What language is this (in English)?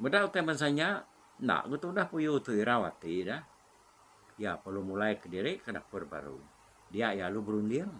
Iban